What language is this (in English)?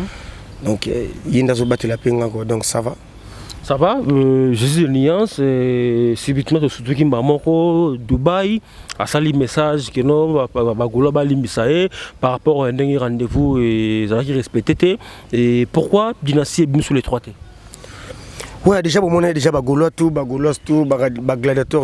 Lingala